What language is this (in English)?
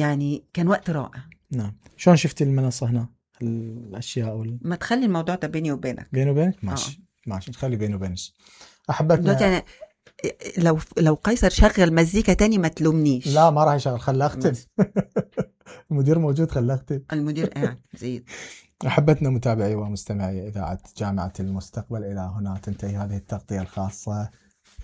Mesopotamian Arabic